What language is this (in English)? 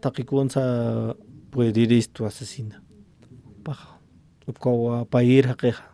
Aymara